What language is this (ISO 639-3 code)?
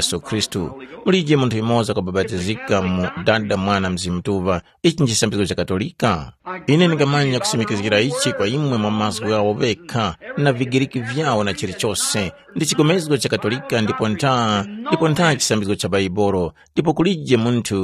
tum